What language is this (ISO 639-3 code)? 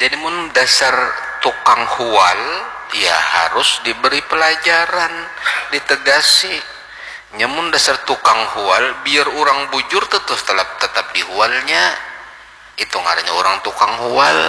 bjn